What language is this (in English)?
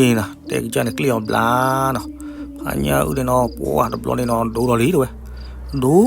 S'gaw Karen